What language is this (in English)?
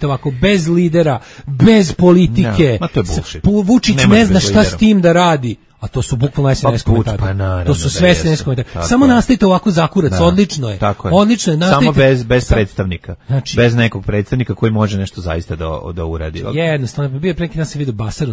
Serbian